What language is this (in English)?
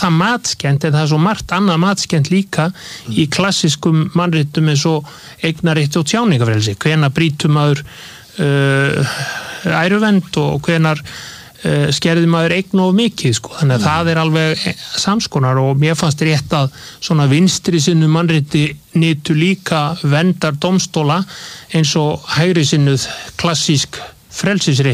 Icelandic